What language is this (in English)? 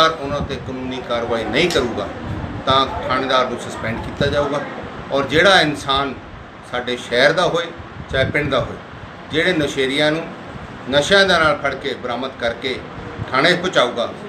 Punjabi